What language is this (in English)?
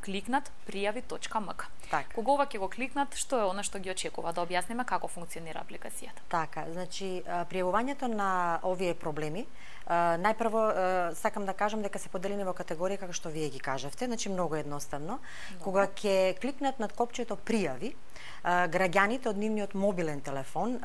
Macedonian